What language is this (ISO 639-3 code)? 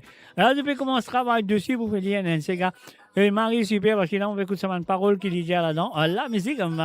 mfe